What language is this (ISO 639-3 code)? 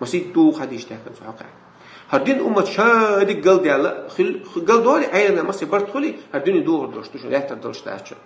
che